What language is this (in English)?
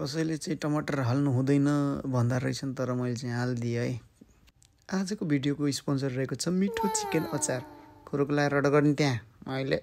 Nepali